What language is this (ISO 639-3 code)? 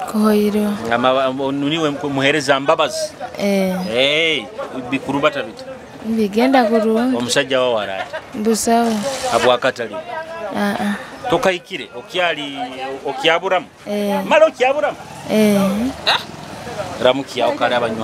nyo